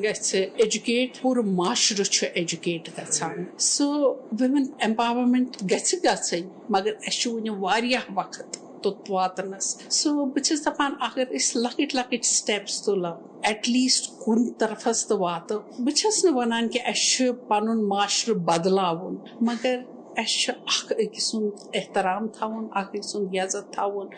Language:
Kashmiri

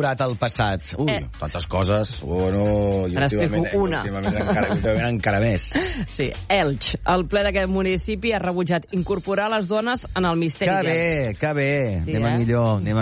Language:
Catalan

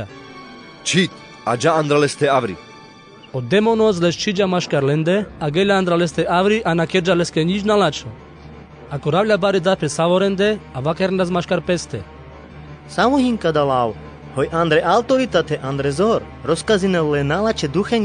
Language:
Carpathian Romani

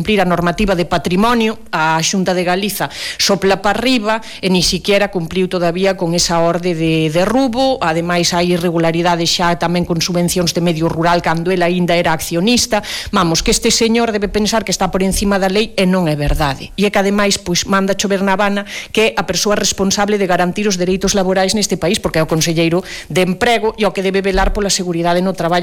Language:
Galician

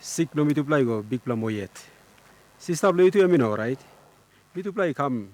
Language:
Tok Pisin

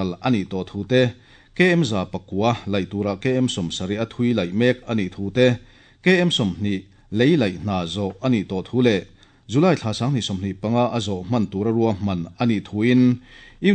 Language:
Mizo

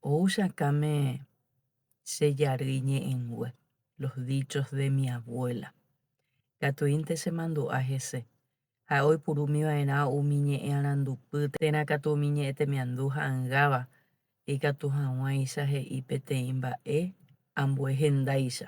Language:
Guarani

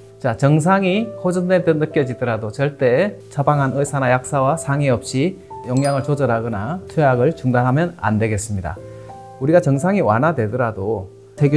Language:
Korean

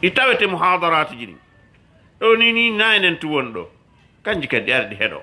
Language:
Fula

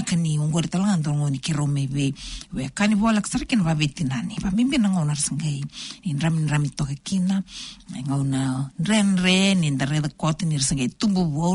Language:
Fijian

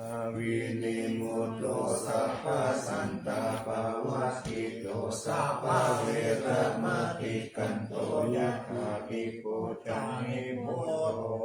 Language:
Pali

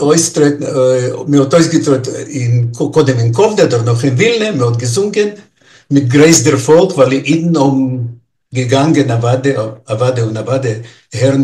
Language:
Yiddish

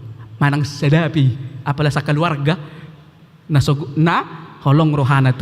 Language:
Batak Toba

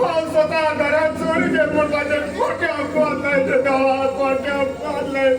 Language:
Konkani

